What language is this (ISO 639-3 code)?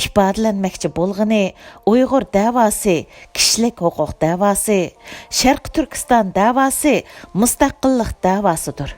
uig